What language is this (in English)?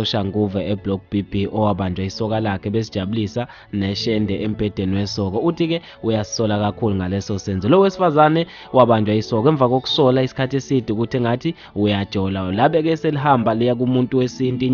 Zulu